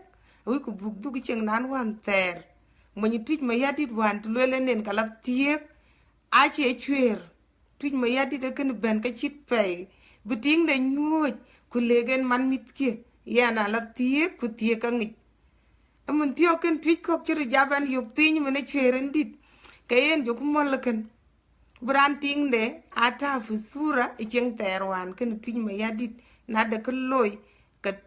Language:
Dinka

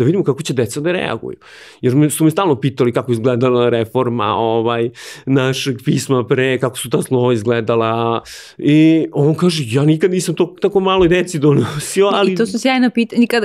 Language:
Serbian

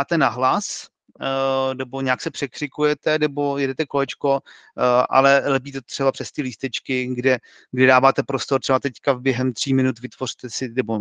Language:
Czech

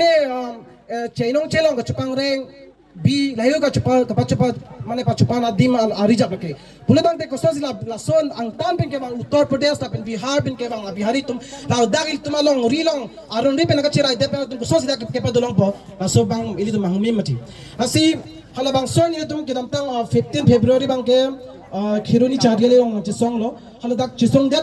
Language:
Karbi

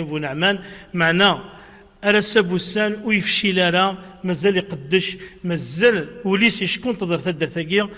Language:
Kabyle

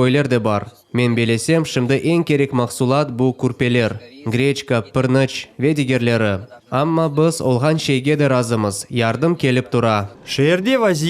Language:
Crimean Tatar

